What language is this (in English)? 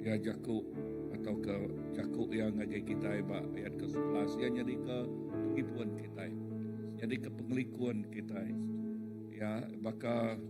Iban